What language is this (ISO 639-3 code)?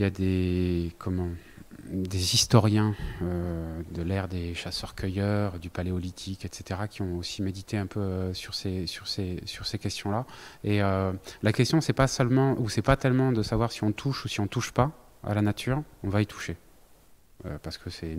fra